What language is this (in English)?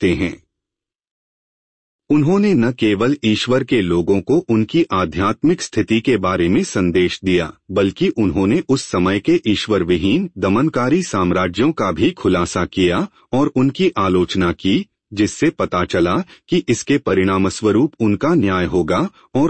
Hindi